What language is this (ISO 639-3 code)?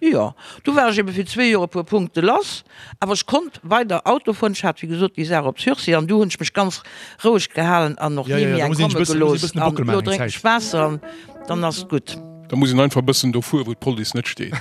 ltz